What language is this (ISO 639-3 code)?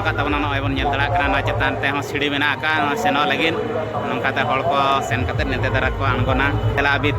sat